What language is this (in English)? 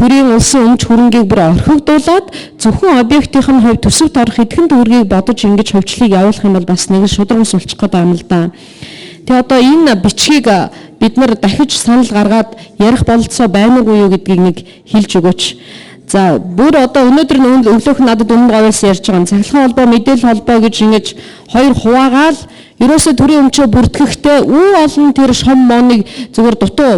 Mongolian